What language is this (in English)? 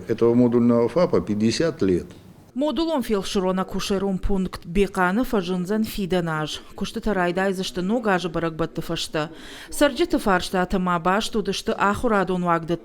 Ossetic